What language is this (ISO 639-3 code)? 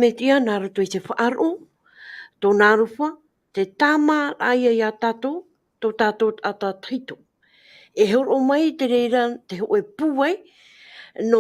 tah